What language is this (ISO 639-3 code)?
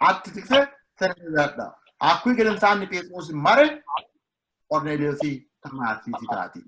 sid